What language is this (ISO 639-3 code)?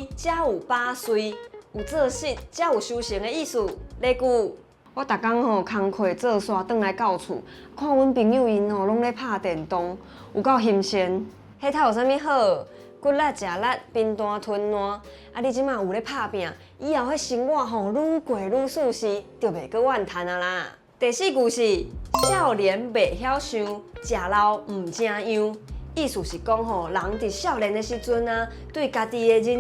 nan